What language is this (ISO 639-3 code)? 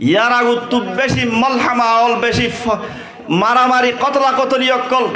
rhg